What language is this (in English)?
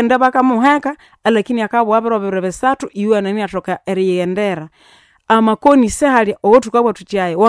Nande